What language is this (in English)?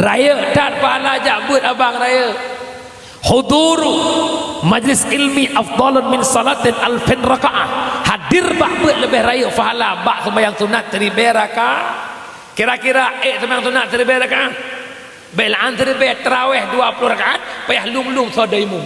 Achinese